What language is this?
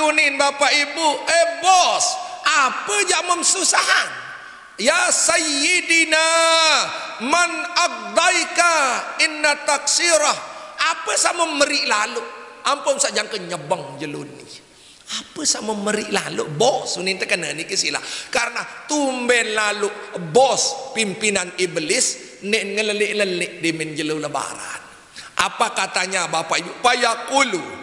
Sasak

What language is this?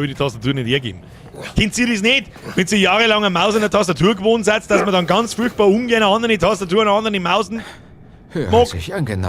Bavarian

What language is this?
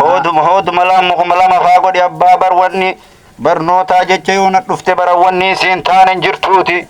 Oromo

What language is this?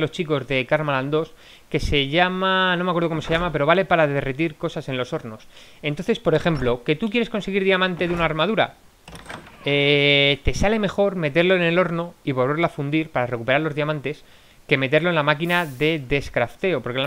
Spanish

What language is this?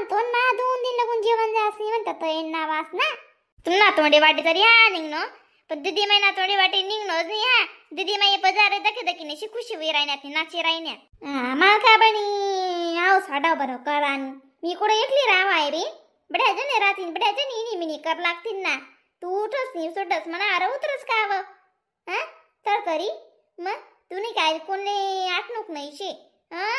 Khandesi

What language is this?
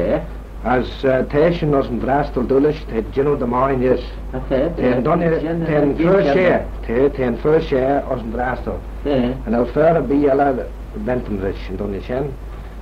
Manx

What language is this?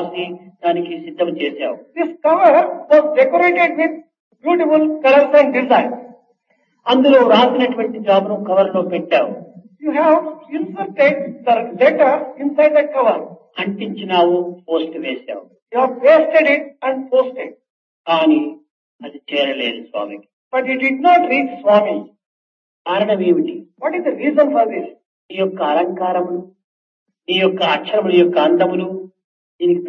Telugu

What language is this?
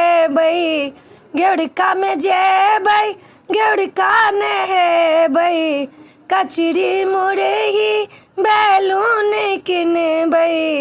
Maithili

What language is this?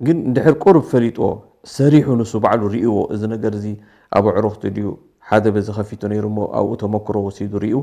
Tigrinya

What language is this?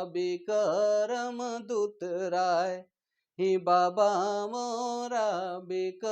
Sadri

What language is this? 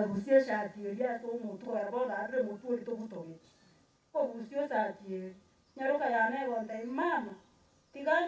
Gusii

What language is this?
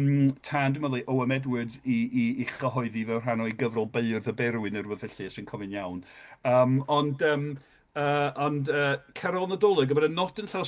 Welsh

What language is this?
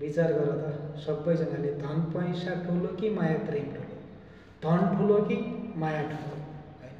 Nepali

